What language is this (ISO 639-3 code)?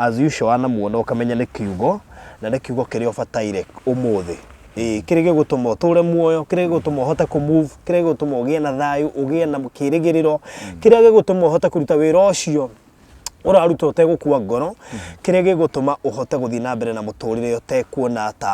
kik